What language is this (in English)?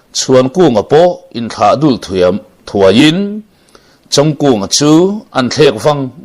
Mizo